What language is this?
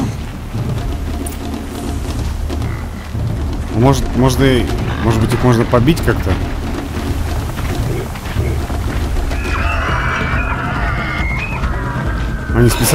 Russian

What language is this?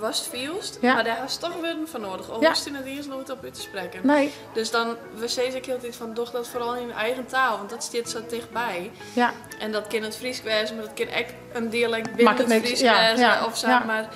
Western Frisian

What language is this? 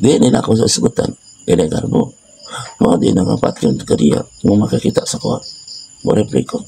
Cebuano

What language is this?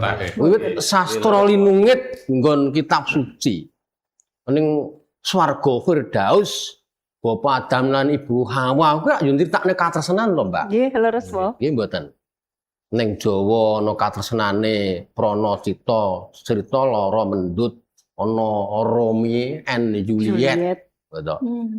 Javanese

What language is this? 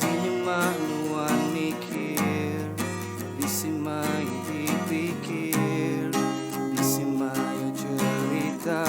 Iban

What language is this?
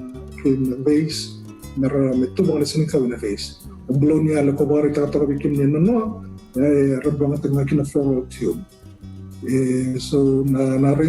Fijian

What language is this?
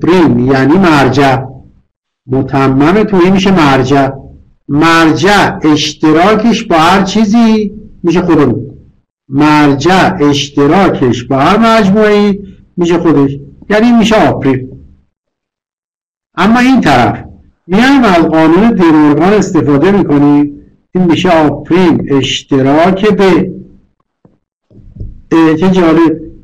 Persian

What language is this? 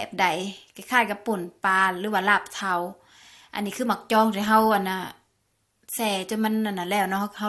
Lao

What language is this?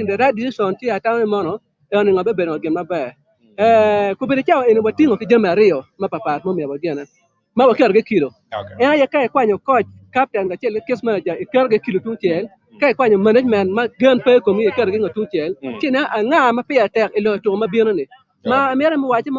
Acoli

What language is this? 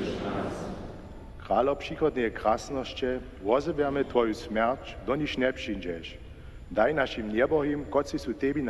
Upper Sorbian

